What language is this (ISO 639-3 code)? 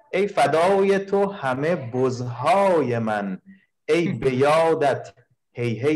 fas